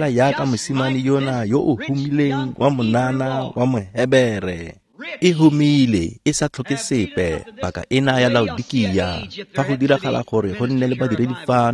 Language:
Tswana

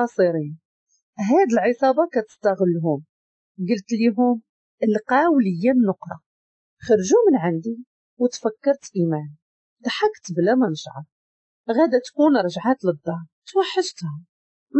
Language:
Moroccan Arabic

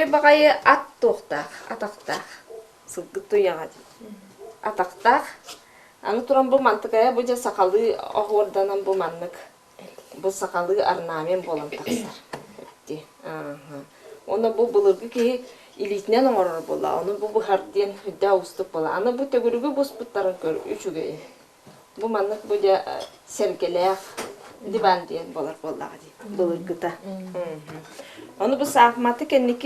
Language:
Yakut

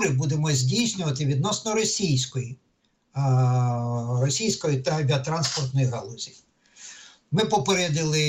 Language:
Ukrainian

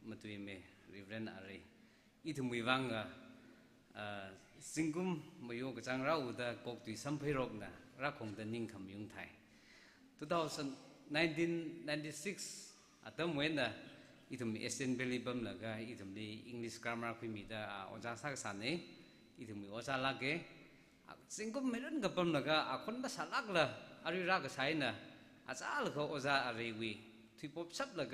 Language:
Tangkhul Naga (India)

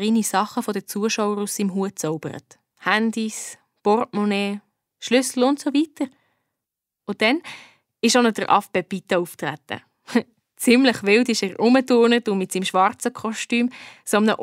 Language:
Swiss German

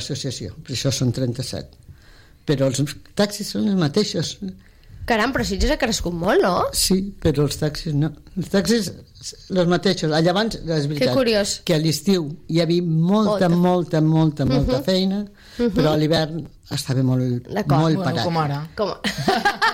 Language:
Catalan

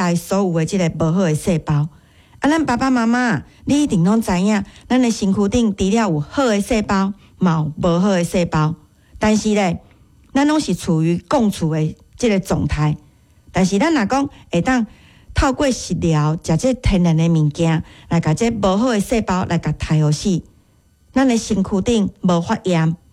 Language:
Min Nan Chinese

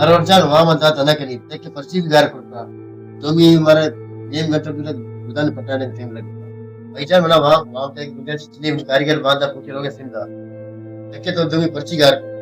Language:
Baluchi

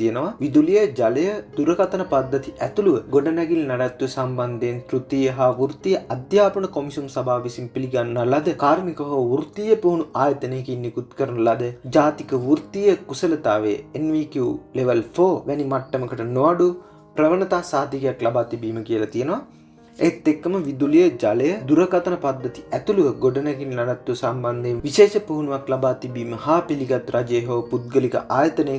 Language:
Sinhala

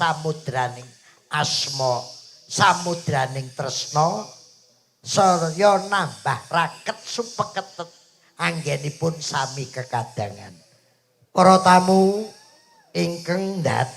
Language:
Javanese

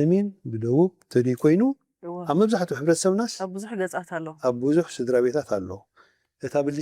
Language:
Tigrinya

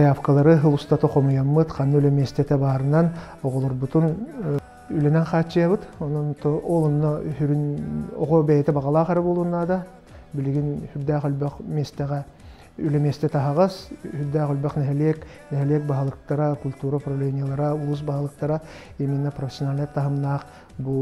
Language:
Yakut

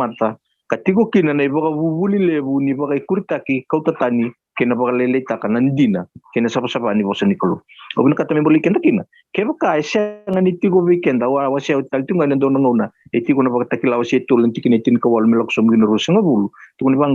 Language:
Fijian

